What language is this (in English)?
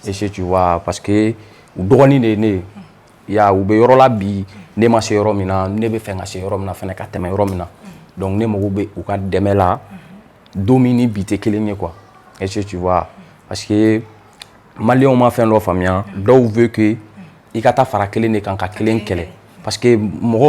Bambara